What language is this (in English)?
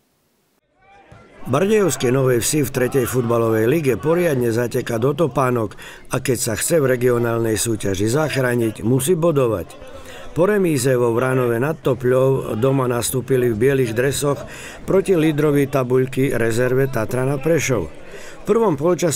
Slovak